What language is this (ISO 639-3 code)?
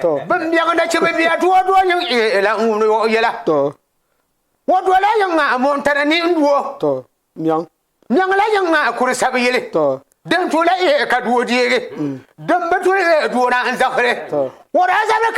dag